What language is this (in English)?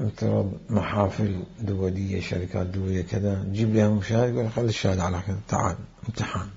Mesopotamian Arabic